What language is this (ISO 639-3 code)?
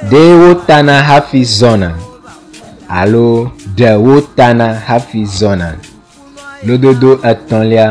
ewe